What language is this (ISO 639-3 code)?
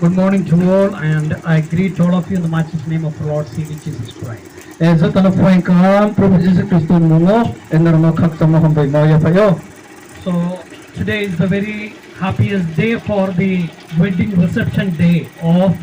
ria